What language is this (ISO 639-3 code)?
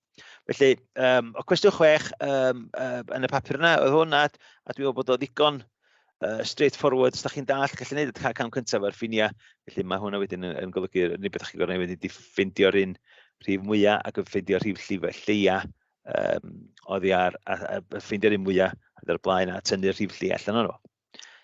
cym